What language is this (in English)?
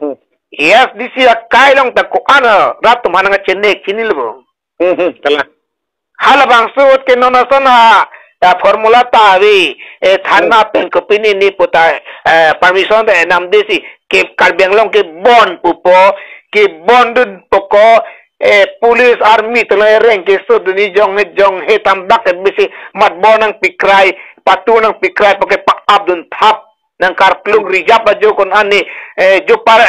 Karbi